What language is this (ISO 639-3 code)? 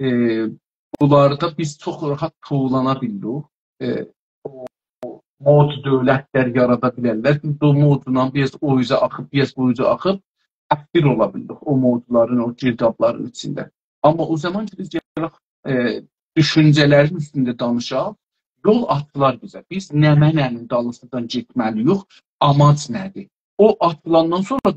azb